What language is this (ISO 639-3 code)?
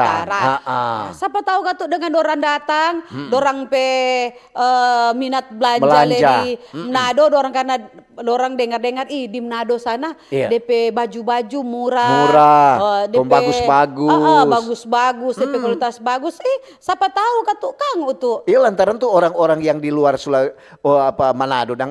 xmm